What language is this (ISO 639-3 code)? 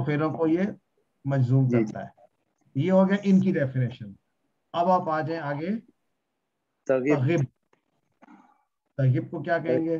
urd